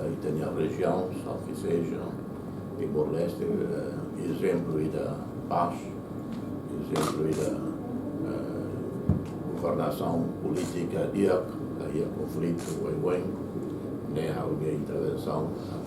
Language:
Tetum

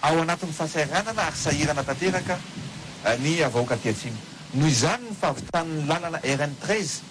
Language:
Malagasy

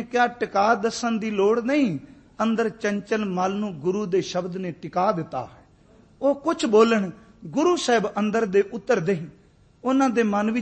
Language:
Punjabi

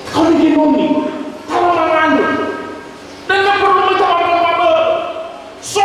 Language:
Nias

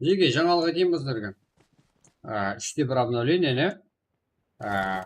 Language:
Kara-Kalpak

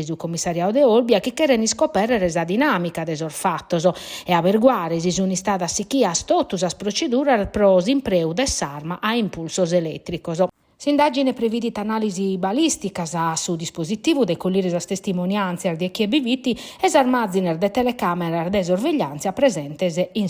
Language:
Sardinian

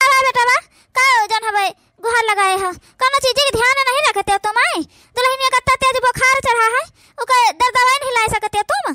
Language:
Awadhi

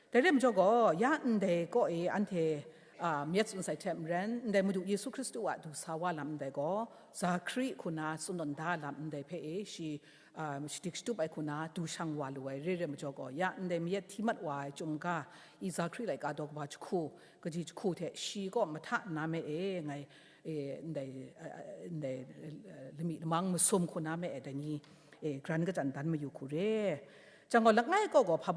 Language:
Kachin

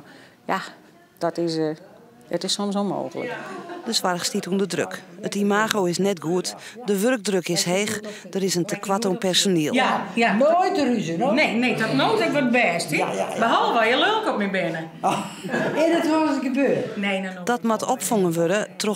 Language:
Western Frisian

